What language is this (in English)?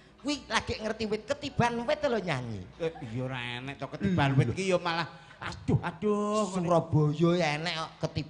Javanese